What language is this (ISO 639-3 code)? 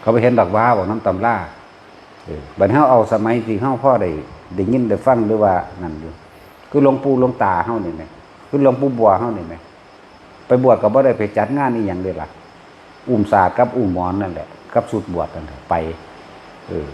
tts